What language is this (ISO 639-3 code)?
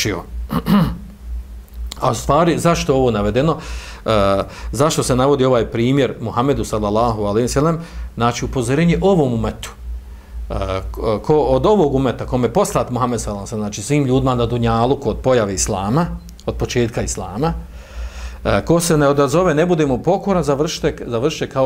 bos